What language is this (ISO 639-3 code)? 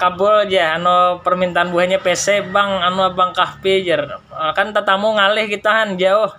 bjn